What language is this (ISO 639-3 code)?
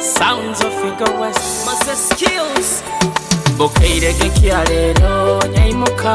nyo